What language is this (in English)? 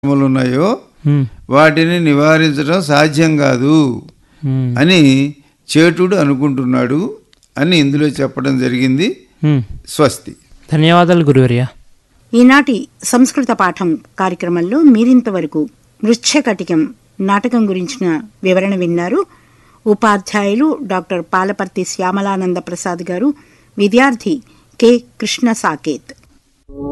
Telugu